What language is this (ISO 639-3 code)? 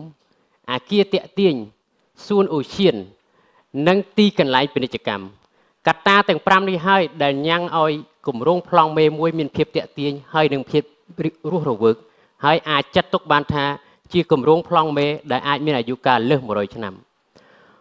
khm